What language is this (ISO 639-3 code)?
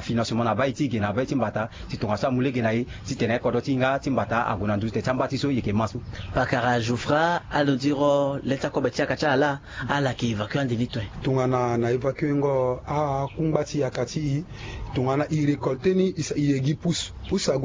sag